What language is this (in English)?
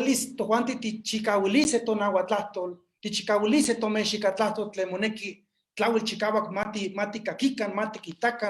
Eastern Huasteca Nahuatl